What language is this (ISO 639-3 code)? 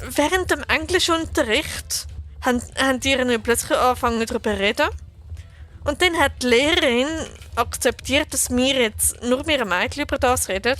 gsw